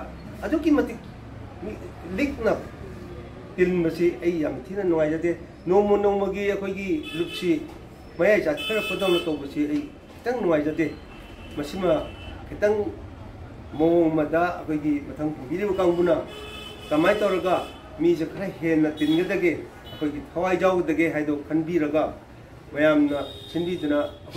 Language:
Manipuri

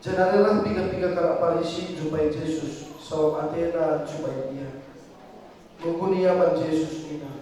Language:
Batak Karo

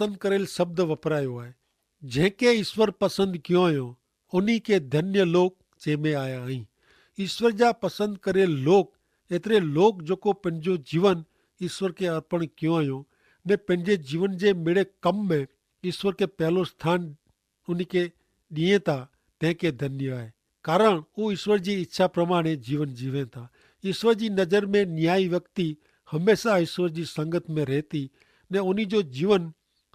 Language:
Kachhi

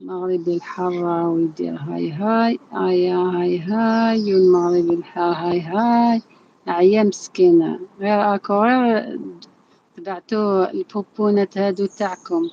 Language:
Algerian Arabic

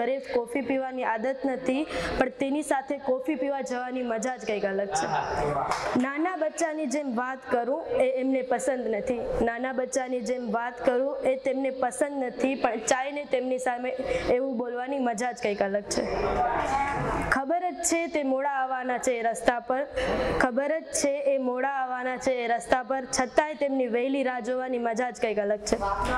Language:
Gujarati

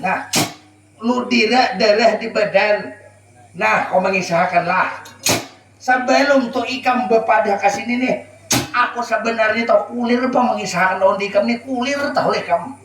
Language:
Banjar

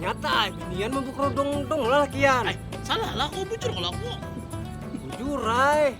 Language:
Banjar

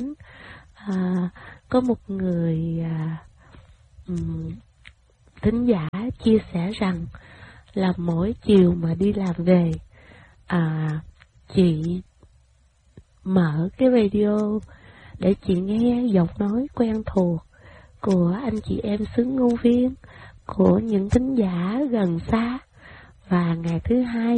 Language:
Vietnamese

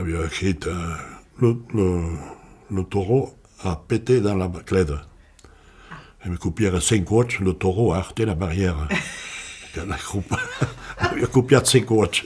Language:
Occitan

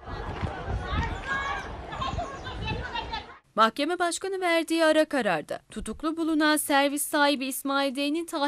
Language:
Turkish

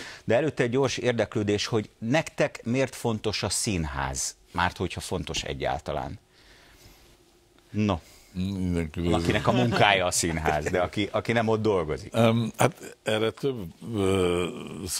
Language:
Hungarian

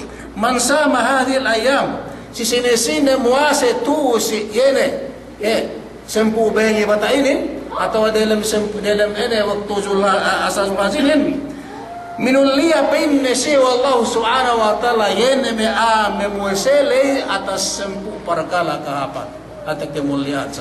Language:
Yakan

